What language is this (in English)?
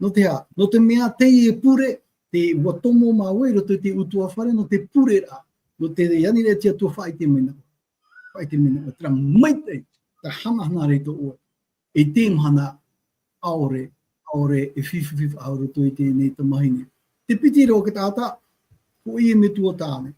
Tahitian